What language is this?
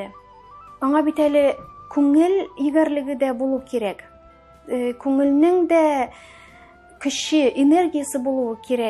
Tatar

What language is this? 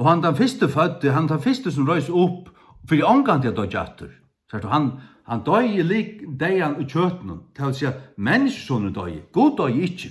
Faroese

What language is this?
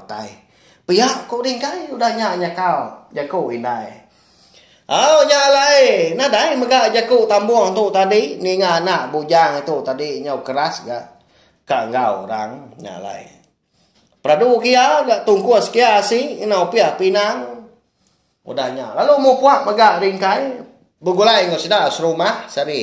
Iban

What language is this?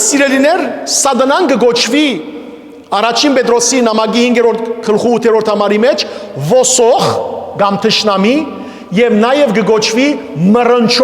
Western Armenian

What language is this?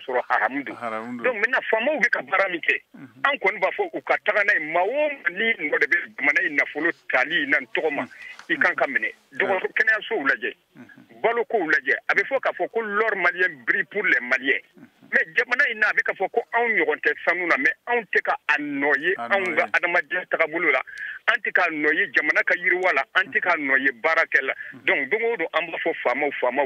Bambara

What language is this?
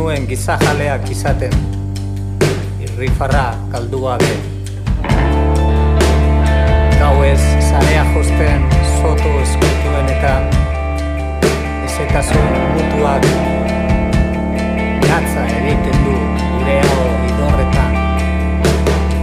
Basque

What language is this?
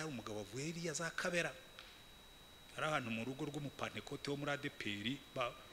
Kinyarwanda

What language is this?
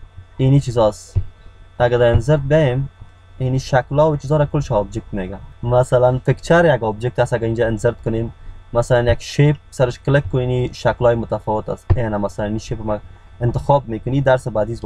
Persian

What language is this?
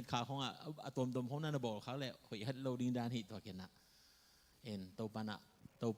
Tedim Chin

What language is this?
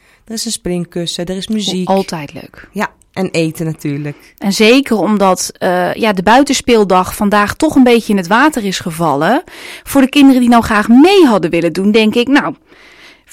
Dutch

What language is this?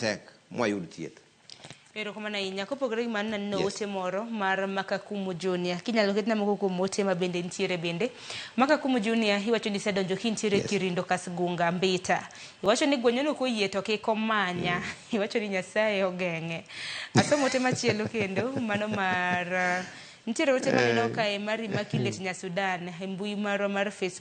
Luo (Kenya and Tanzania)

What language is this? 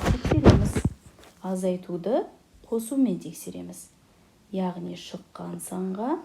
Kazakh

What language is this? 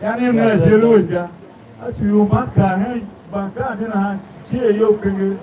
Tiv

